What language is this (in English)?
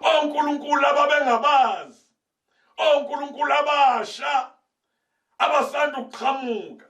Zulu